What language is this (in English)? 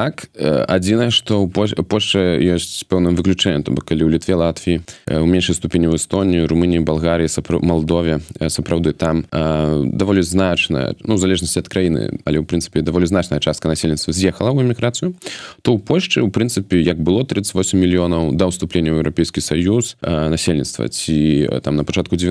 Belarusian